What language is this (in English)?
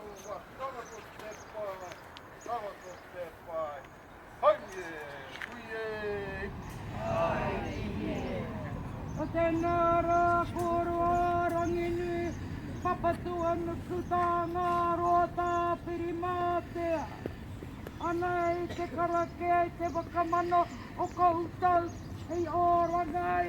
Māori